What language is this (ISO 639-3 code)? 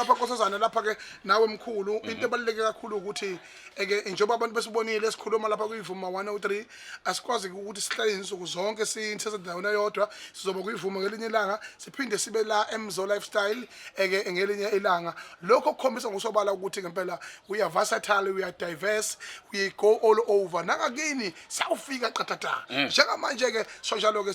zul